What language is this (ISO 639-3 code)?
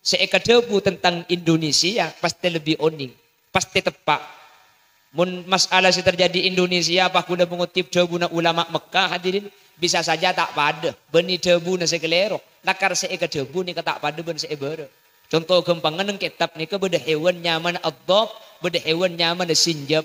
mad